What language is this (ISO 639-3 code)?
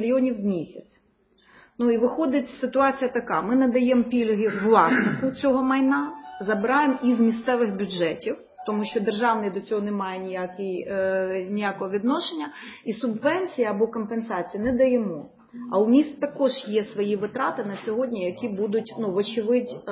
ukr